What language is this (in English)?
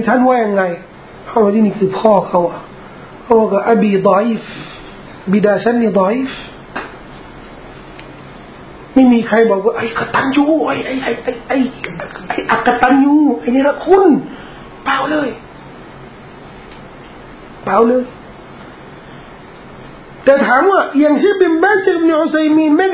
Thai